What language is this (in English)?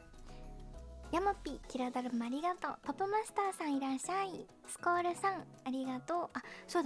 Japanese